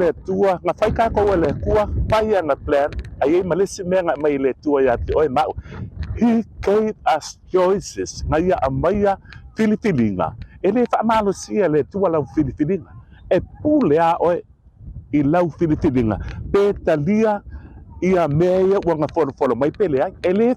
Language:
Samoan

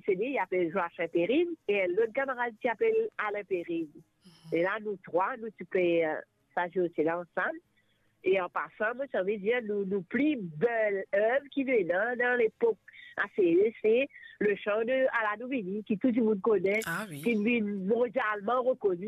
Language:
Morisyen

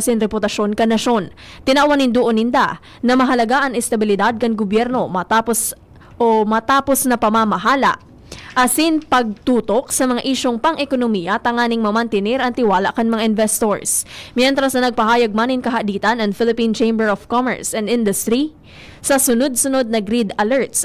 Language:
Bikol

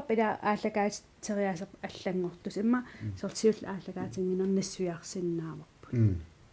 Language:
Kalaallisut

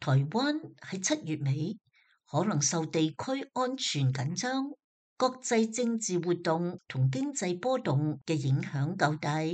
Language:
Cantonese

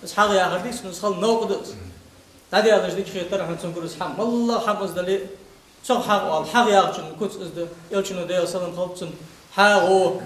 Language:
Ingush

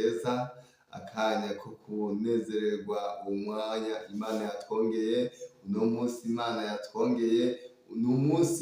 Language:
Rundi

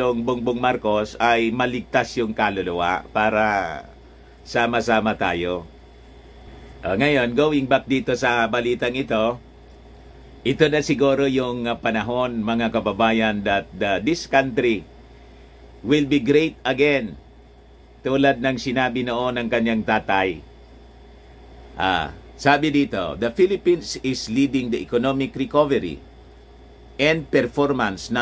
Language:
Filipino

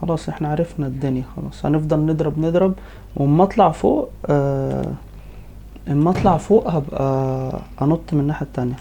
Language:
Egyptian Arabic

